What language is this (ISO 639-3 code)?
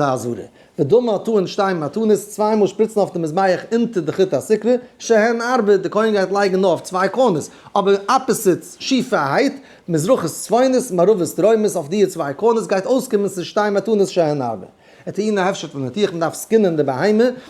yid